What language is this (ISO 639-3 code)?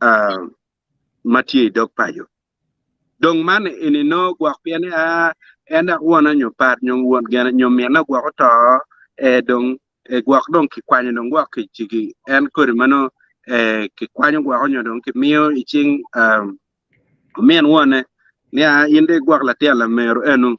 ach